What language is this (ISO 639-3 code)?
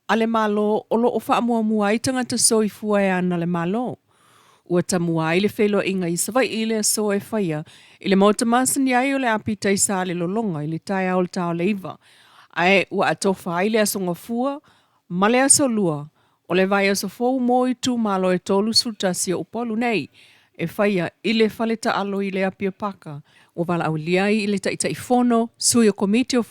smo